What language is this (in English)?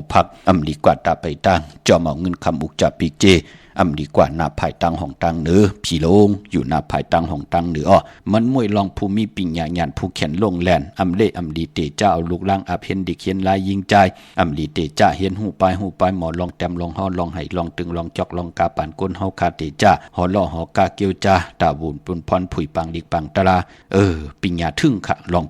Shan